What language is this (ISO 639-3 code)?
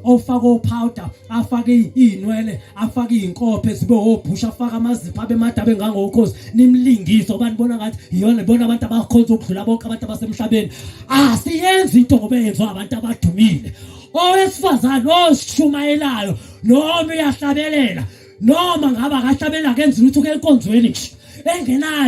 zul